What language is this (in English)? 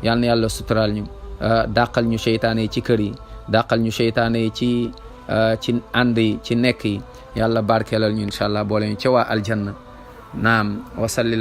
Wolof